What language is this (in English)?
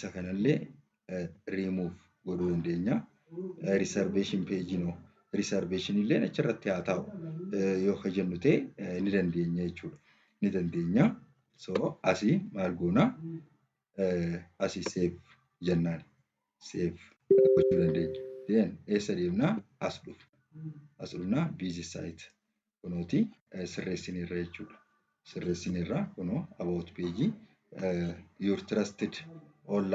Oromo